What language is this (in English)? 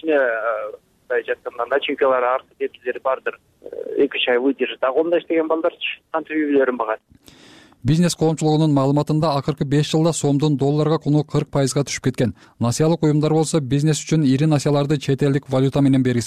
Kyrgyz